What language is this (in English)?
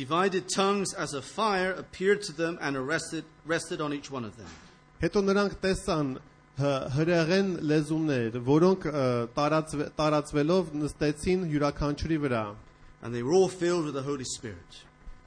Armenian